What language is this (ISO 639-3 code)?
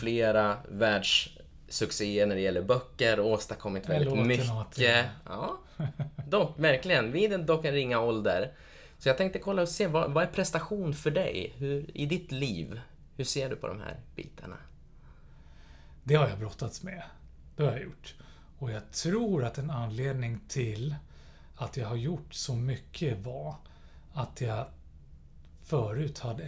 swe